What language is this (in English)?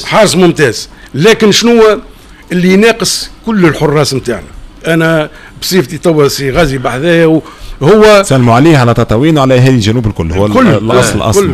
Tunisian Arabic